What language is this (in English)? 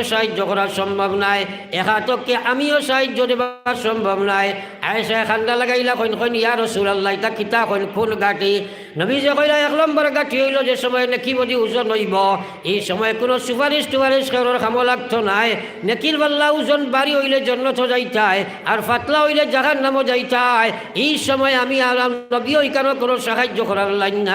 Sylheti